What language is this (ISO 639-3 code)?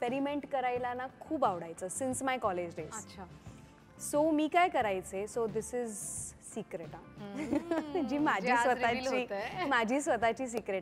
mar